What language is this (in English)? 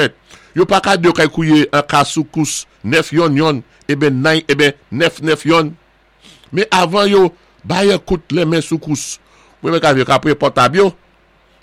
Saint Lucian Creole French